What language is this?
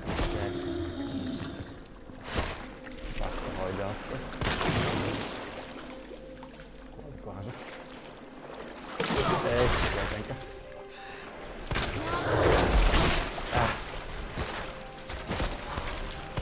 Finnish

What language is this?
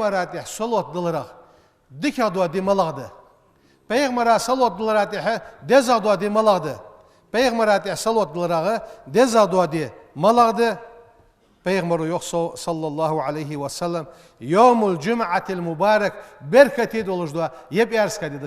Ingush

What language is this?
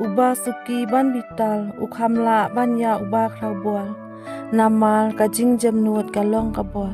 Khasi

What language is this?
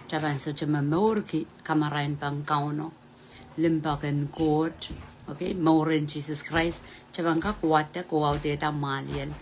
Pohnpeian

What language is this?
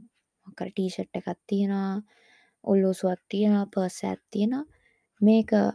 Sinhala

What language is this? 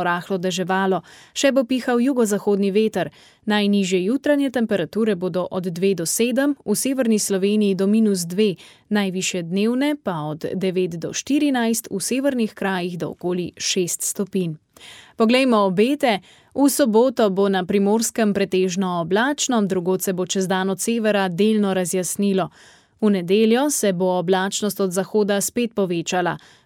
Slovenian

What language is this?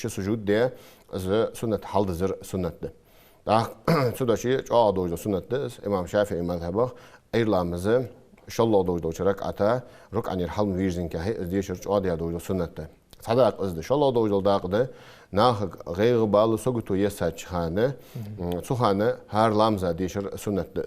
Ingush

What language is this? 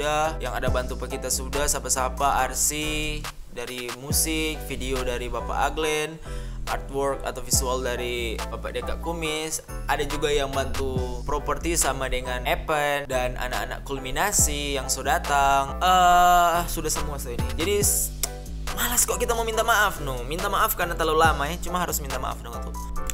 Manado Malay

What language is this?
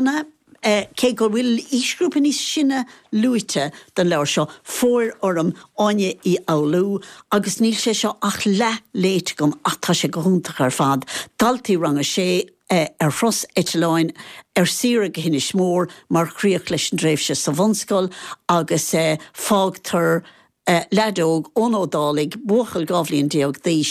Irish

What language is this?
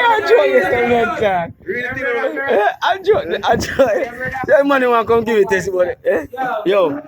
Jamaican Creole English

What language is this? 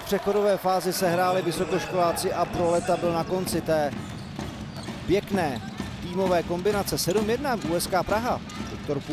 Czech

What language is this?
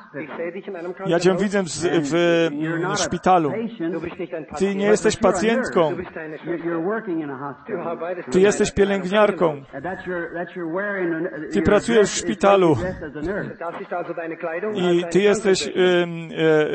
Polish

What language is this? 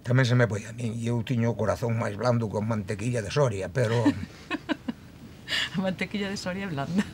Galician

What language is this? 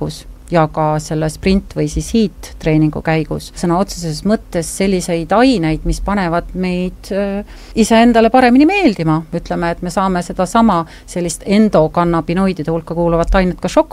Estonian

